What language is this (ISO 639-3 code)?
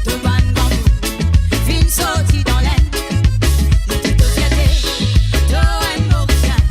mfe